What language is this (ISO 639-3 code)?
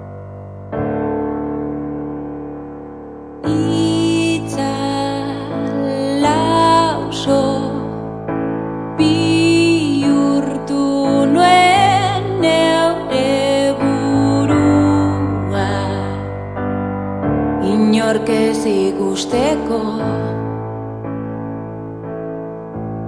eus